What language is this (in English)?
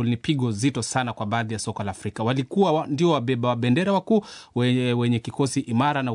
Swahili